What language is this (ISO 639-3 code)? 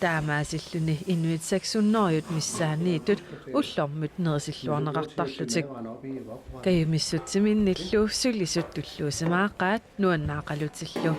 kal